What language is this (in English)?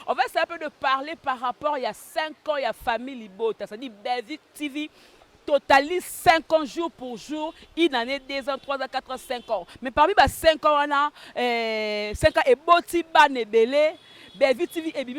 Lingala